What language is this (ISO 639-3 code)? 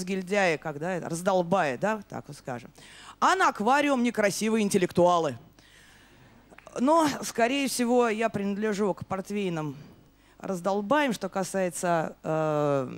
rus